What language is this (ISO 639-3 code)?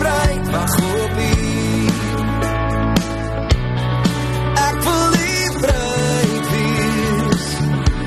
afr